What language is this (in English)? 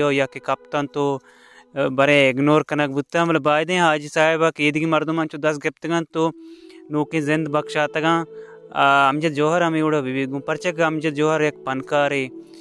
Baluchi